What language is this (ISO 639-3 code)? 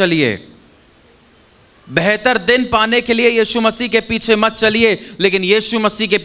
hin